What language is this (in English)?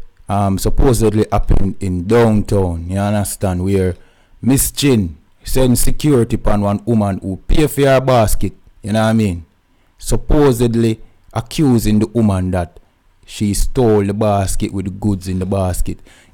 Jamaican Creole English